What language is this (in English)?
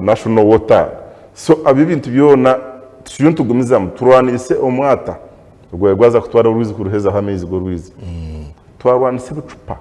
Nyankole